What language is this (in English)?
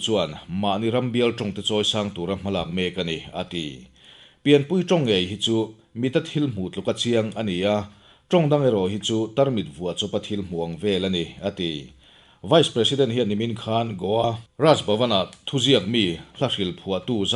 Mizo